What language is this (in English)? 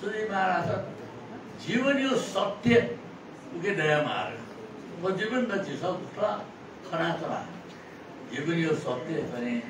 Newari